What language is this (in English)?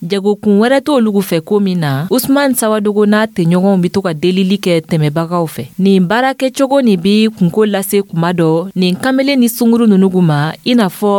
Dyula